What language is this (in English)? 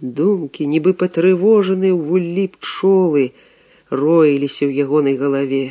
Belarusian